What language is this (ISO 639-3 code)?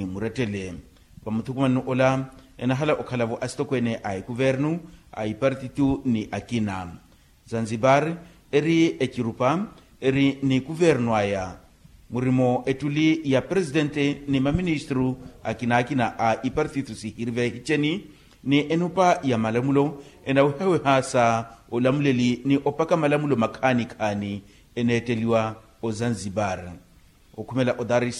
vmw